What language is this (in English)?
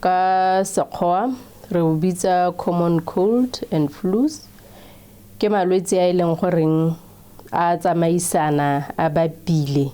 Tswana